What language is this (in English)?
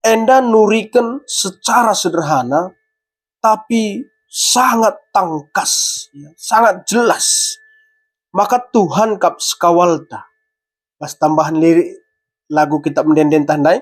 Batak Karo